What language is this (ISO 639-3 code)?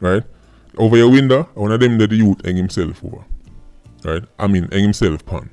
jam